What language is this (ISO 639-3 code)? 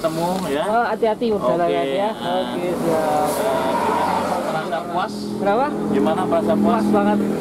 ind